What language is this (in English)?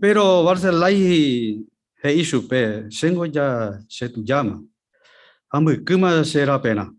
Guarani